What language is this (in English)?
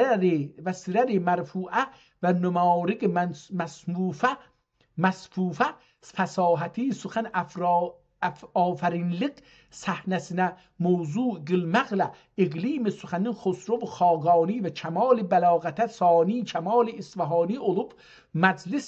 South Azerbaijani